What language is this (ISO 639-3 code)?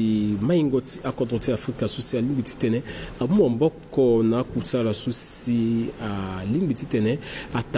sag